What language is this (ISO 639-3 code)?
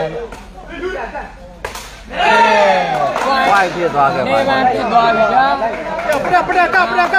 mya